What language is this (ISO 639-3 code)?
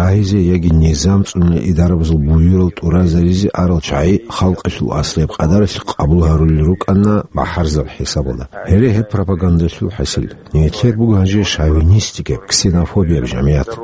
ava